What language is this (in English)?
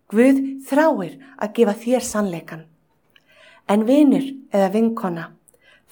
Icelandic